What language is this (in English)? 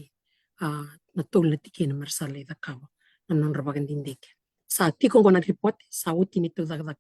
Fijian